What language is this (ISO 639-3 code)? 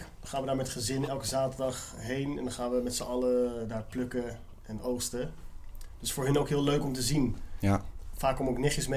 nld